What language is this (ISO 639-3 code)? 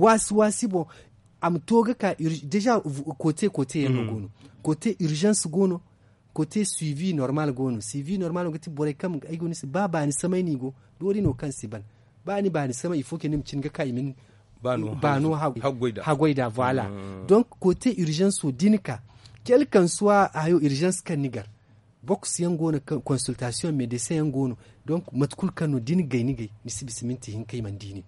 dje